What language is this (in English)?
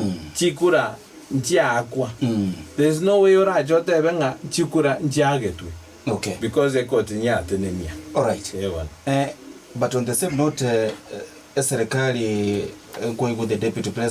Gusii